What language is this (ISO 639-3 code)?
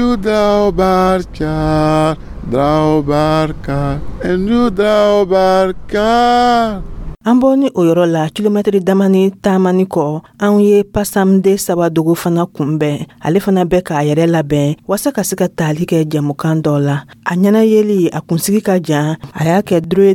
dyu